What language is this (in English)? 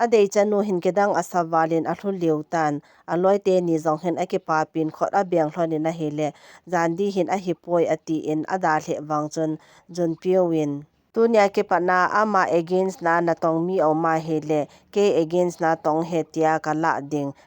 Thado Chin